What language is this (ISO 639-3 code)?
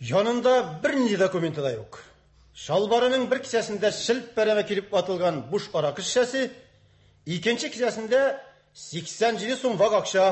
tat